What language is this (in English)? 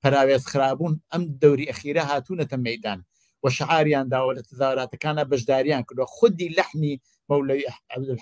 Central Kurdish